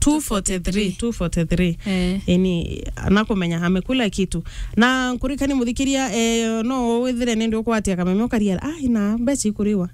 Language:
Meru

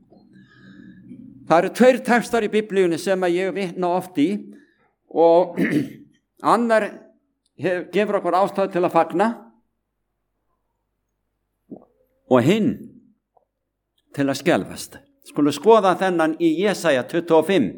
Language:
Icelandic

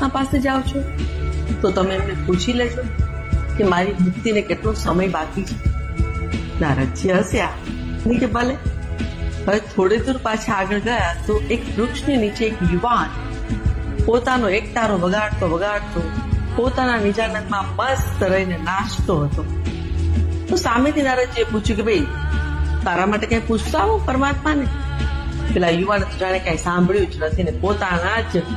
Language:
Gujarati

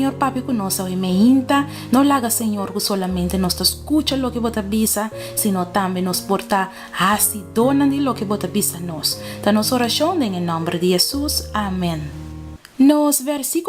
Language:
Papiamento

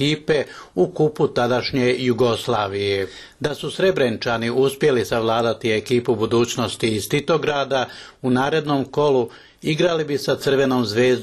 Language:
Bosnian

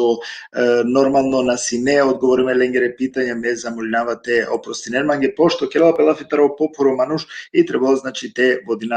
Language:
Balkan Romani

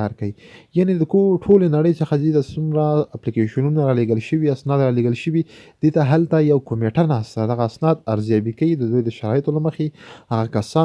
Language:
Pashto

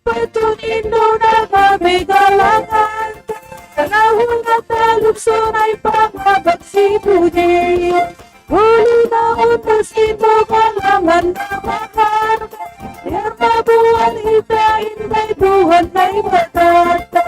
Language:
Batak Simalungun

